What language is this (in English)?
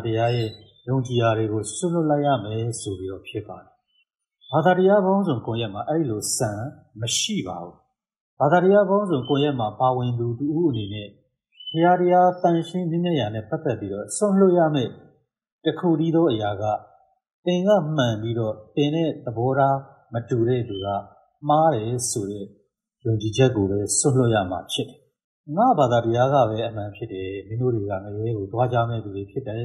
Burmese